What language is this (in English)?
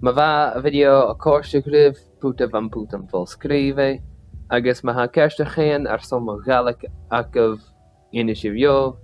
Scottish Gaelic